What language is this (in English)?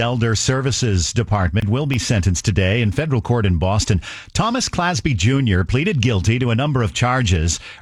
English